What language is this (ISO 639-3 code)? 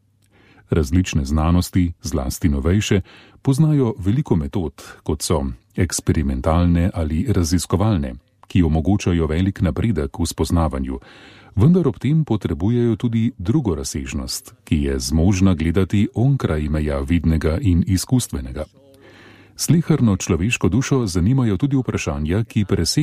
slv